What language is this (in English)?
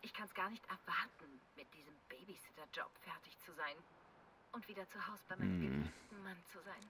Swiss German